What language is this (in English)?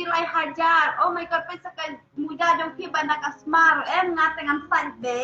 Khasi